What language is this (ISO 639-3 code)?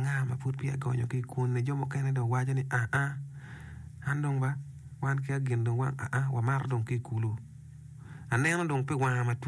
ach